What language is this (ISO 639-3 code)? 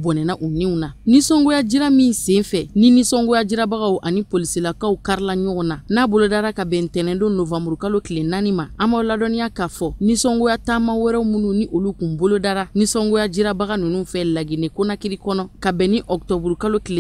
bam